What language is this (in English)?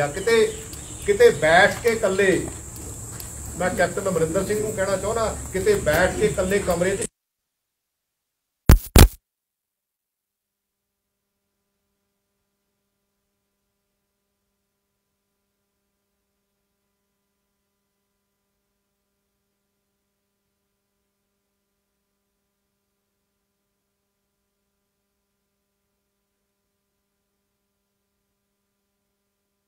Punjabi